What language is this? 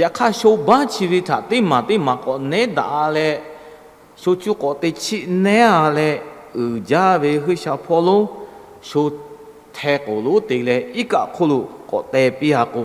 Lahu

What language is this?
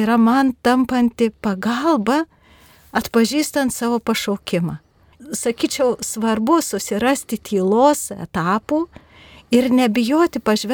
Lithuanian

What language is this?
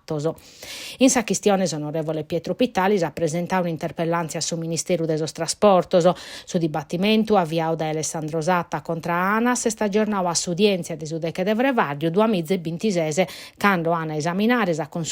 Sardinian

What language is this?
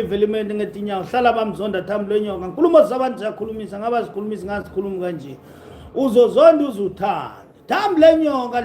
Zulu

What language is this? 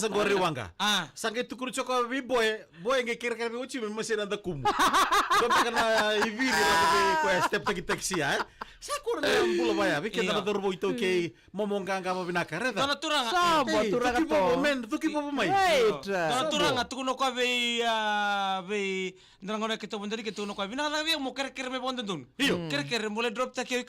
Fijian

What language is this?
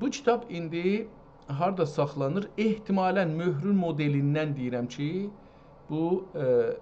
South Azerbaijani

